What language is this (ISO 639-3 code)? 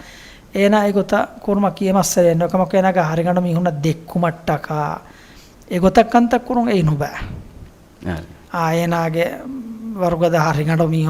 div